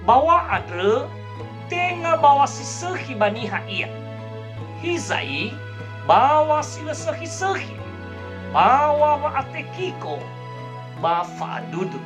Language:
Nias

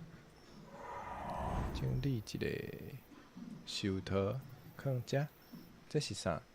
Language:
Min Nan Chinese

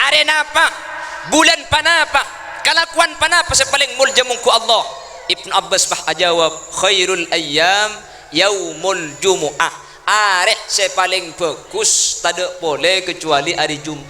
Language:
Madurese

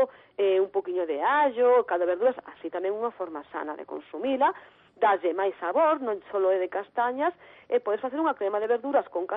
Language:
Galician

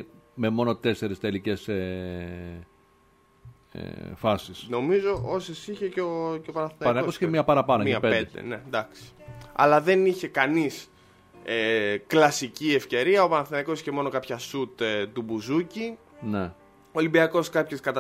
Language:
Greek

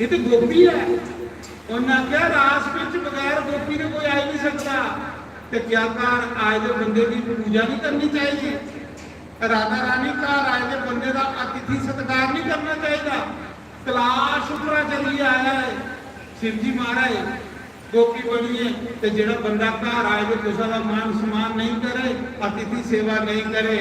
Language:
Dogri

